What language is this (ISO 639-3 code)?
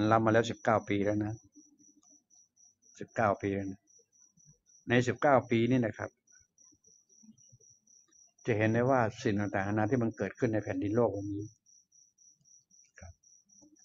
tha